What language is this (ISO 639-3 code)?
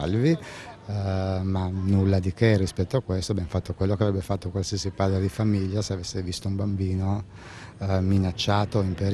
ita